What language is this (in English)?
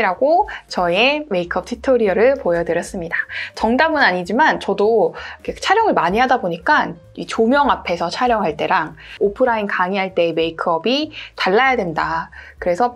Korean